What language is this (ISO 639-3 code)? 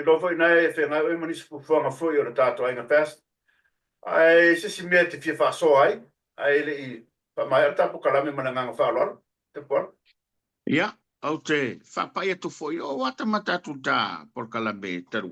smo